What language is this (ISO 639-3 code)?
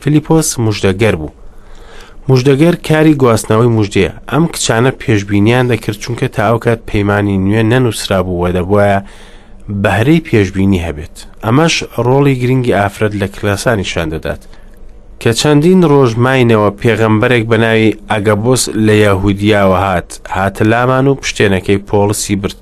ckb